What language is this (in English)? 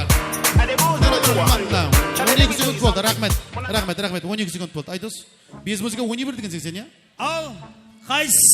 Kara-Kalpak